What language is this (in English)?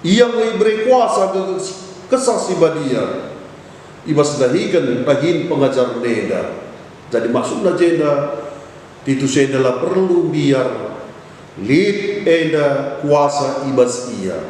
Batak Karo